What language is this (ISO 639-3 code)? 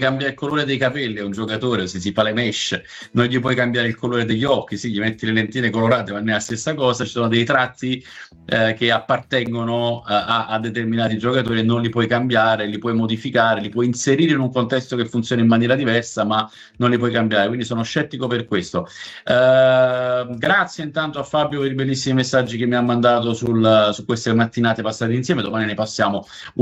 ita